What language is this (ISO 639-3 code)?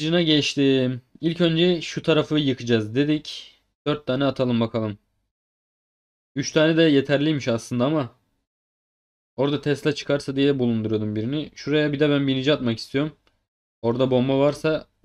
tur